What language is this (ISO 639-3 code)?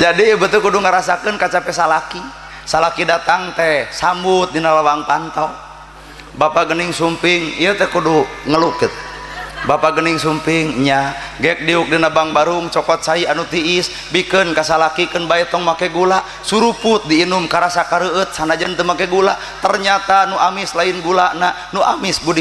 sun